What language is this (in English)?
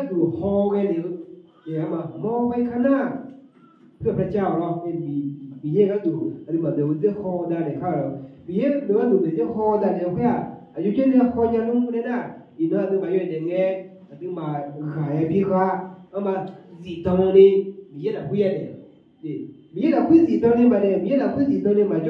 Akha